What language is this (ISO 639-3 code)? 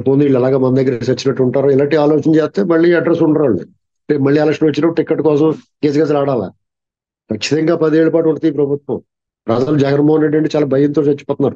tel